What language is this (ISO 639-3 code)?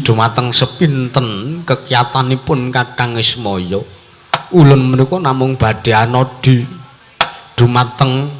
jav